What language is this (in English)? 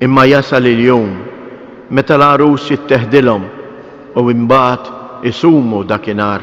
Maltese